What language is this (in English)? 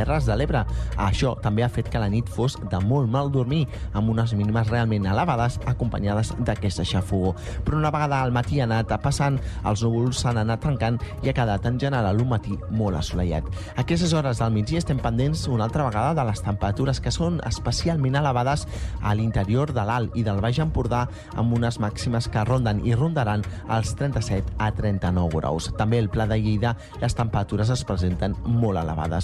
Catalan